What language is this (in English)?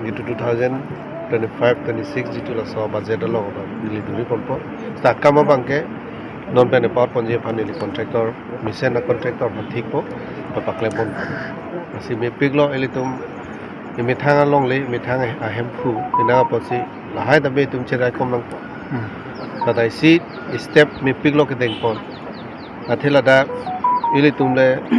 Karbi